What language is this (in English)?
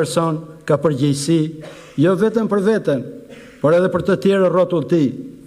Albanian